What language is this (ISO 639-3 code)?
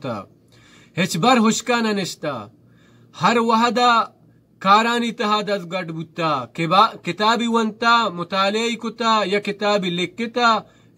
bal